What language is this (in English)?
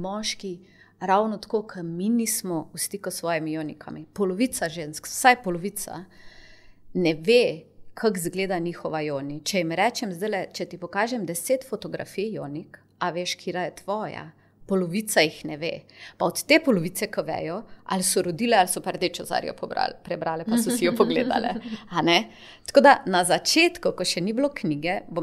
Slovenian